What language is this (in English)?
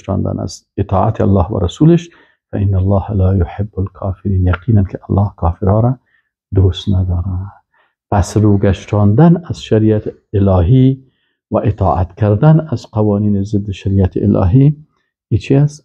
Persian